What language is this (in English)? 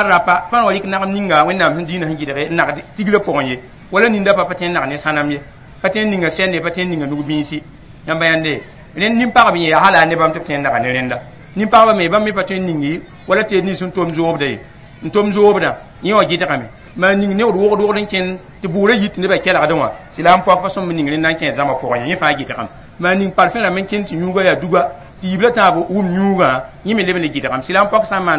Mossi